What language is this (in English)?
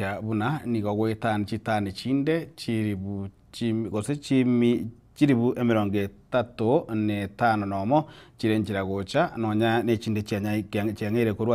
Gusii